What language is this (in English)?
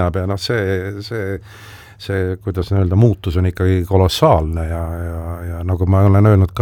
Estonian